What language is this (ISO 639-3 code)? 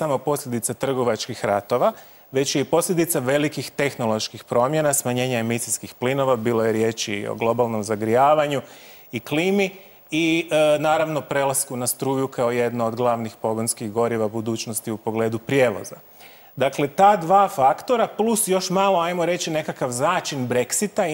hrv